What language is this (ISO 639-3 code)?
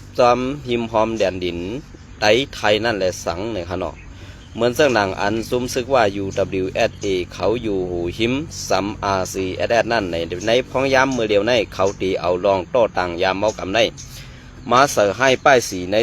shn